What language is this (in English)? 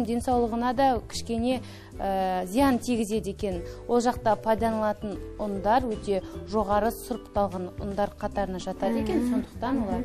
Kazakh